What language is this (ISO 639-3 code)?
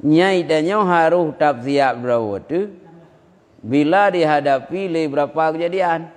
ace